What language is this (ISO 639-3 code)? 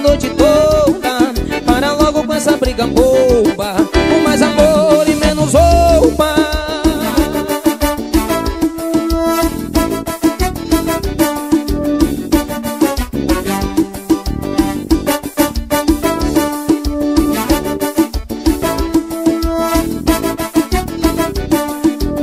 por